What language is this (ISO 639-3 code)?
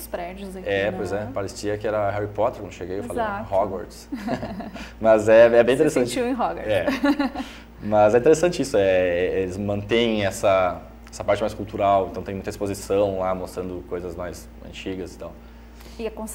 por